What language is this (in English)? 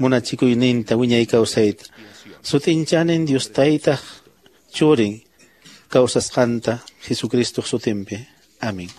Quechua